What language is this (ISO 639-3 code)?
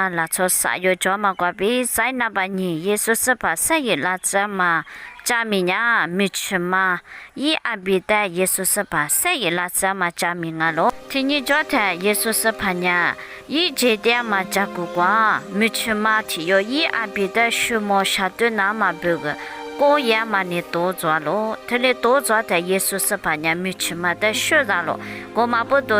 lis